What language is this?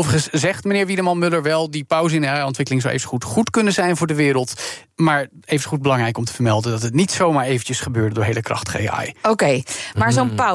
Dutch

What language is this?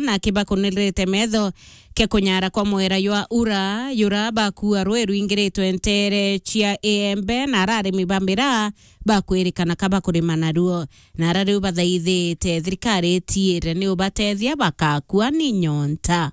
Meru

